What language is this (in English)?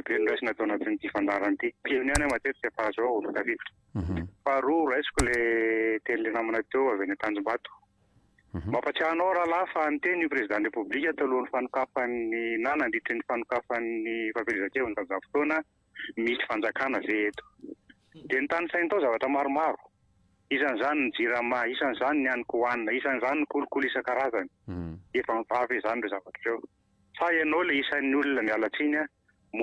Malagasy